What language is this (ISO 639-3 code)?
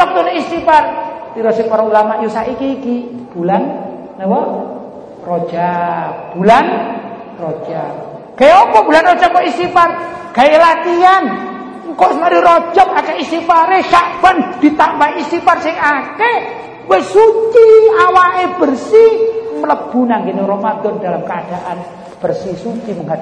jav